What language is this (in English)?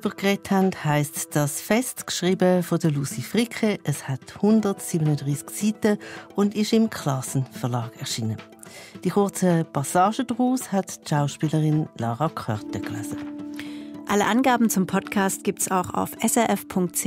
Swiss German